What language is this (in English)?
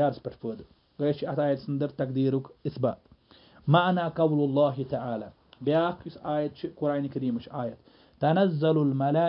Kashmiri